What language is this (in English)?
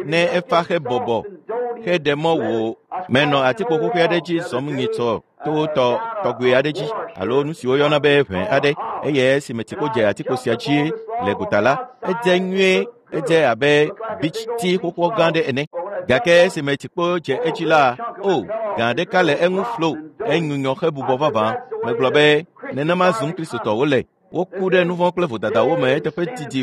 Ewe